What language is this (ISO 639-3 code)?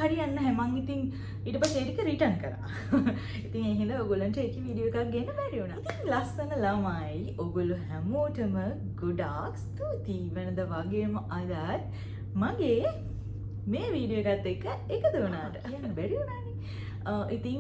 sin